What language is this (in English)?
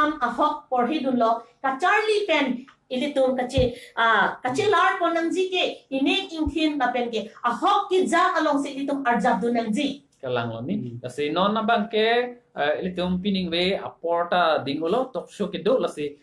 Karbi